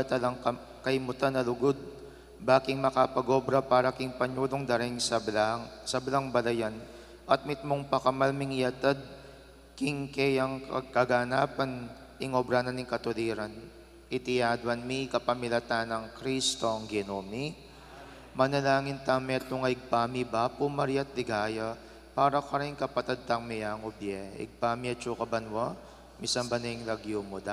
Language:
Pampanga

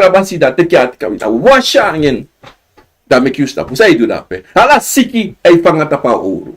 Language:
Sranan Tongo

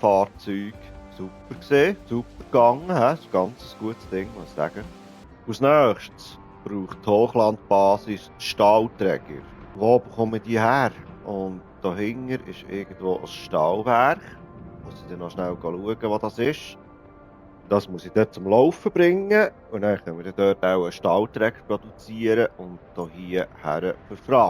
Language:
Swiss German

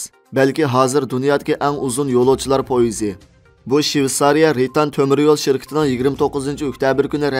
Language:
Uyghur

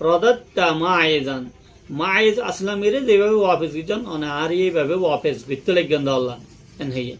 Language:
Rohingya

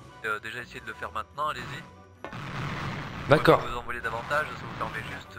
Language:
French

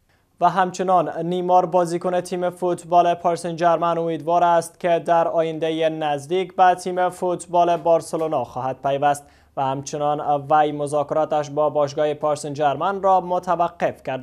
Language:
Persian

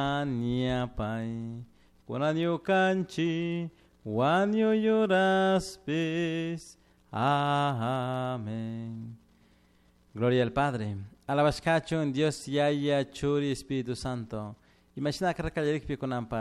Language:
Chimborazo Highland Quichua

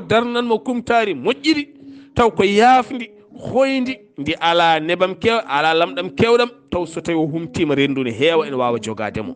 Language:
Fula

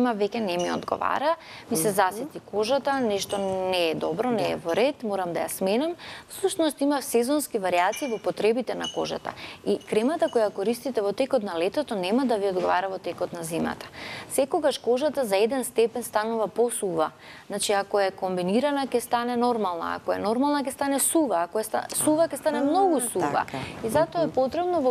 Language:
Macedonian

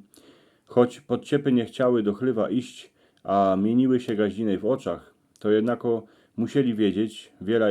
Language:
Silesian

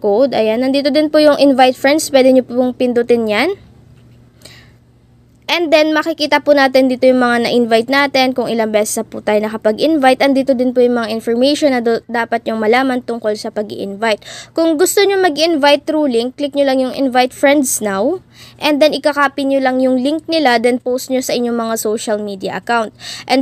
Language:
Filipino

